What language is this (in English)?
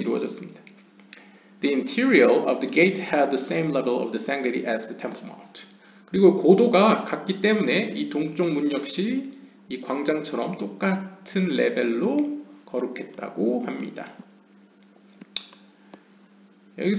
Korean